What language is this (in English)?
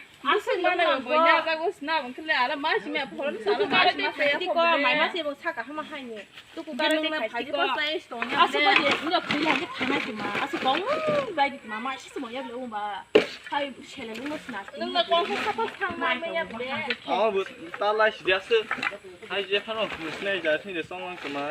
Kok Borok